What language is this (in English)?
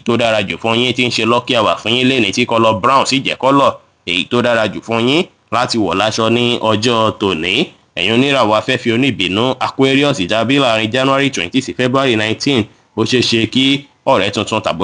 Yoruba